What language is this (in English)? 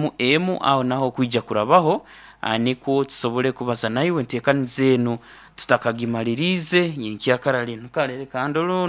Nyoro